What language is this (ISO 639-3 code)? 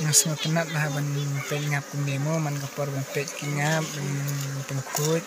kha